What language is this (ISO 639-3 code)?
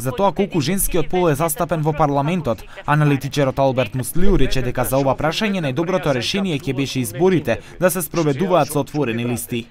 mkd